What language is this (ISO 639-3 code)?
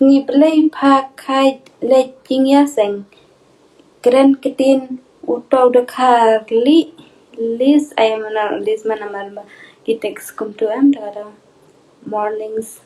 kha